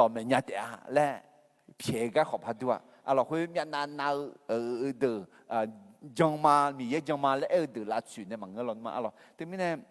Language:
Akha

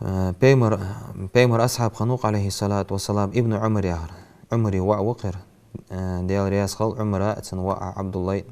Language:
Ingush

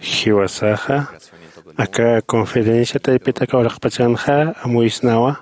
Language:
Aymara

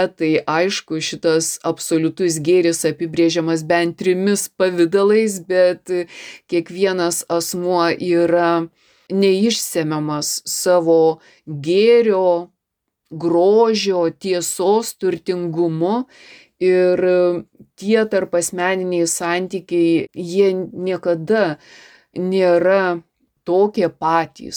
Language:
Lithuanian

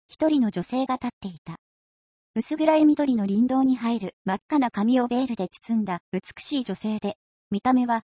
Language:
Japanese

